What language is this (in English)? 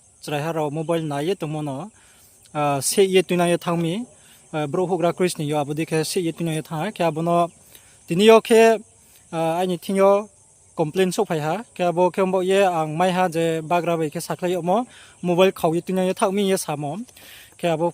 Riang (India)